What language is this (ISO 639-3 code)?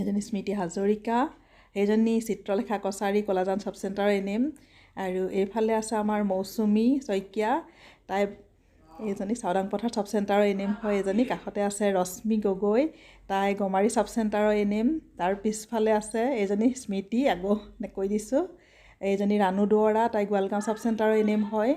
asm